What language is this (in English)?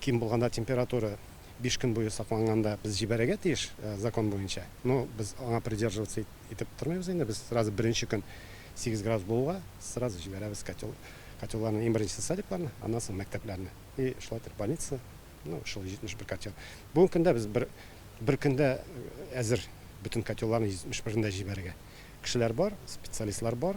Tatar